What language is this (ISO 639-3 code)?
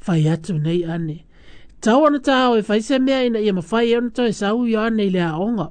smo